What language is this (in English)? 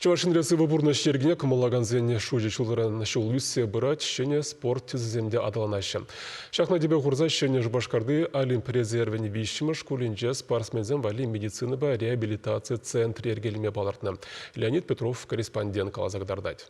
Chuvash